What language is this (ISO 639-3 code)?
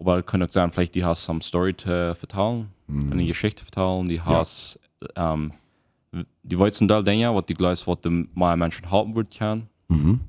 pdt